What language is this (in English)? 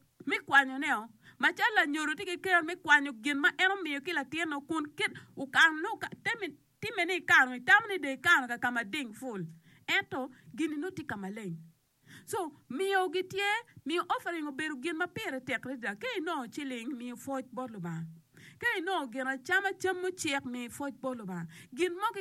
Acoli